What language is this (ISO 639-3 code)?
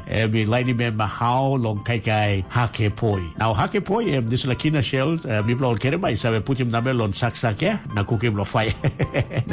tpi